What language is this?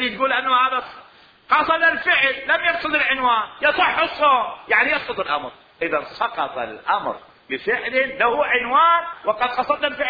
Mesopotamian Arabic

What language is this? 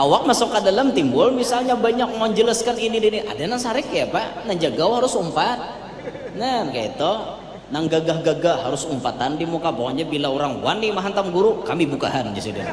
Banjar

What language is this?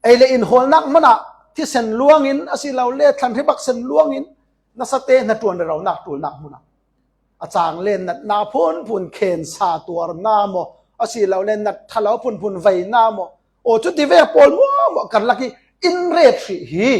Falam Chin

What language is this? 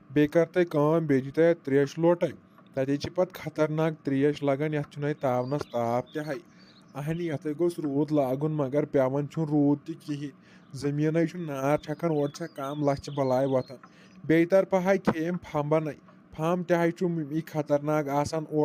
Kashmiri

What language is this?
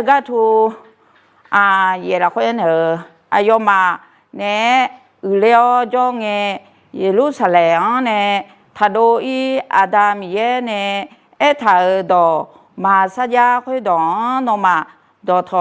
Akha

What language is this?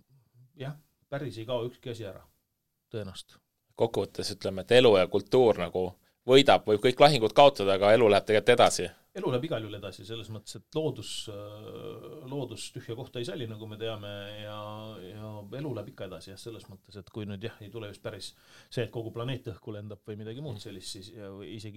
Estonian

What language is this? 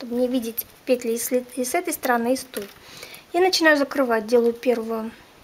Russian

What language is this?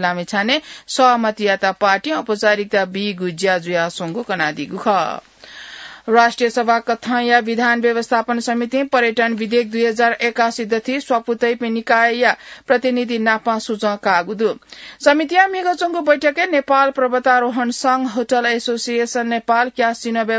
Newari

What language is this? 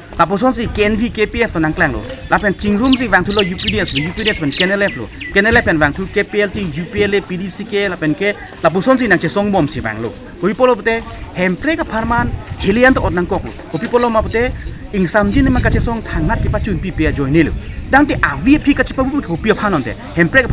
Karbi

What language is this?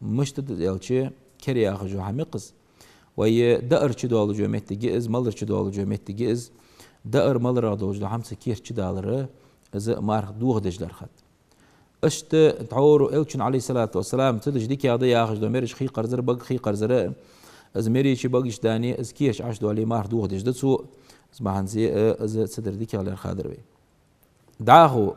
Ingush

